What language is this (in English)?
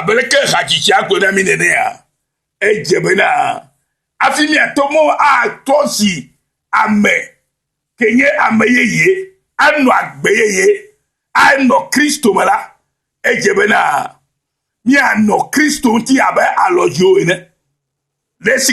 Ewe